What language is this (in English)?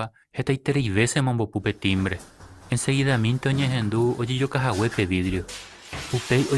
Guarani